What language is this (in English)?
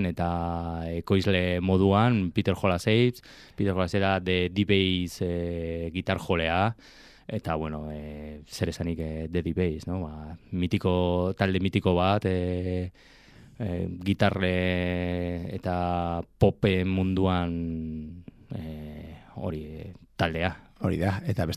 Basque